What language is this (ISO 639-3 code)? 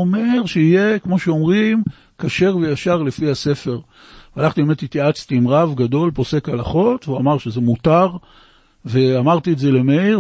heb